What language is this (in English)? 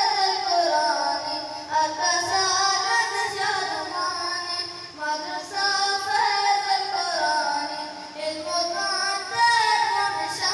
Eastern Balochi